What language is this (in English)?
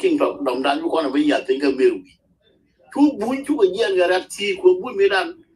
Nuer